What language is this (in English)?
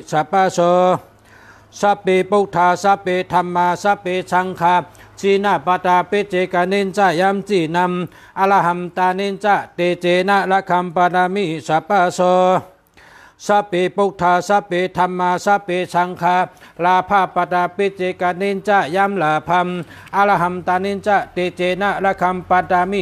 Shan